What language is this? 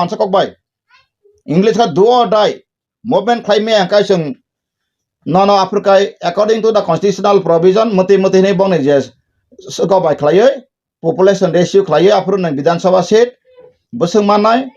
Kok Borok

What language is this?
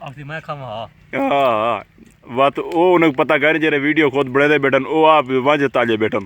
Saraiki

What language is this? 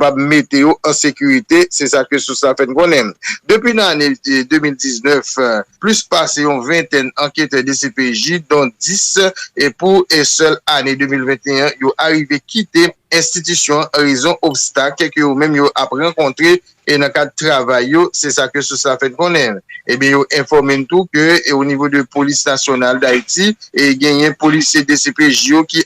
Haitian Creole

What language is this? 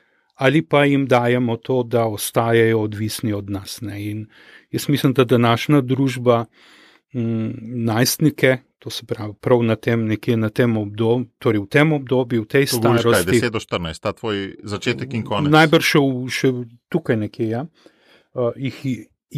Slovenian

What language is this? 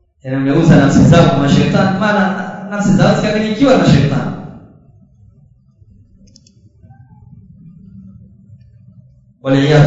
Swahili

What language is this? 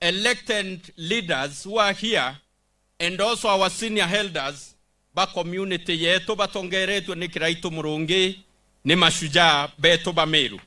Meru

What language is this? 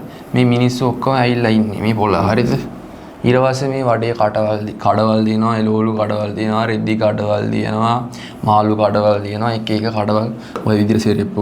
Sinhala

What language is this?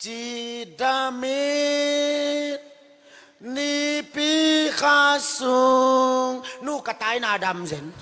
Tedim Chin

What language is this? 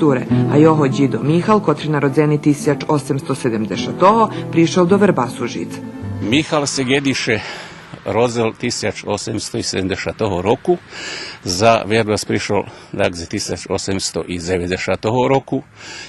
Rusyn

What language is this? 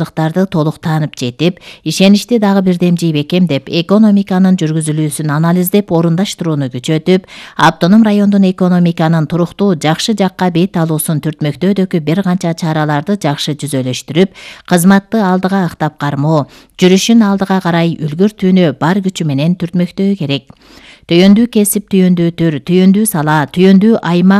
Kyrgyz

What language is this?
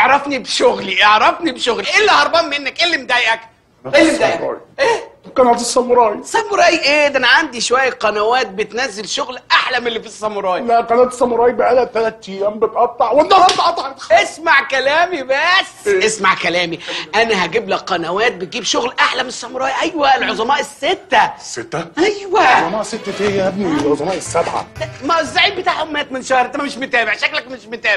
Egyptian Arabic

